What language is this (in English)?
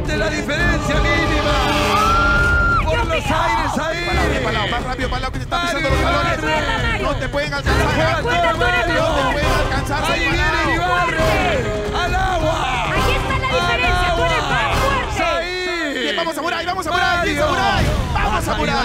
Spanish